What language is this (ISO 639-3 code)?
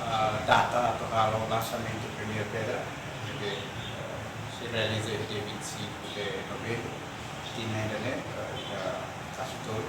tet